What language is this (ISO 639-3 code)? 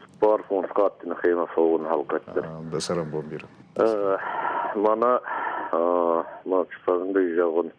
oss